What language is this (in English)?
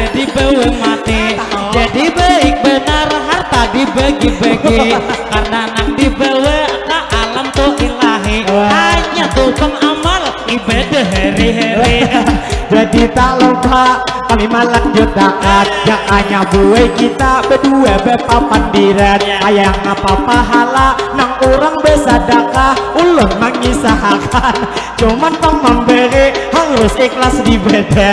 Banjar